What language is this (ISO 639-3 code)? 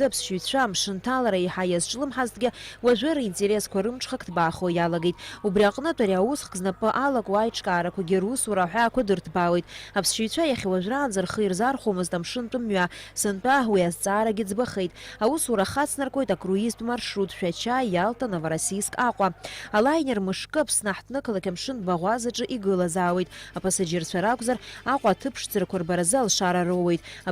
abk